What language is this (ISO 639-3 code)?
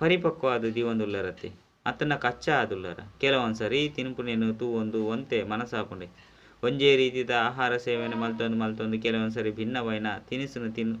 tcy